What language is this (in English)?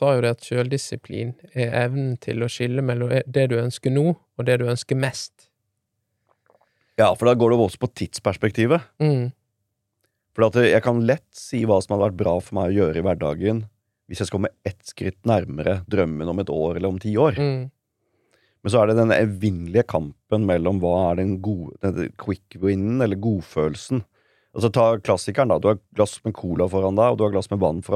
Norwegian